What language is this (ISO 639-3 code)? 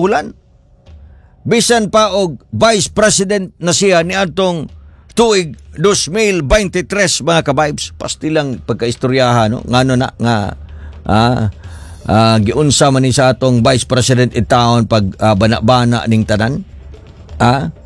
ceb